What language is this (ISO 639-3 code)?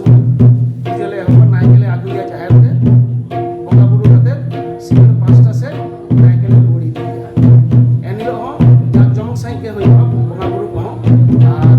sat